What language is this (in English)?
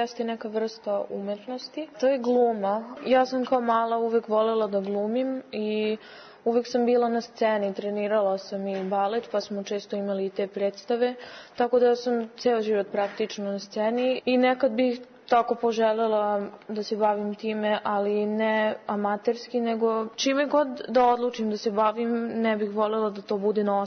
Serbian